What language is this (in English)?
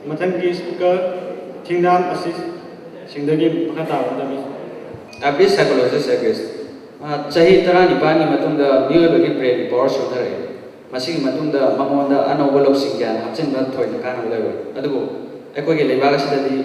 Manipuri